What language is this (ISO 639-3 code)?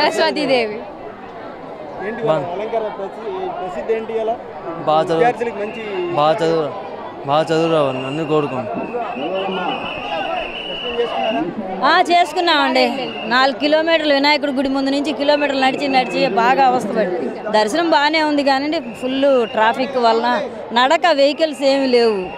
tel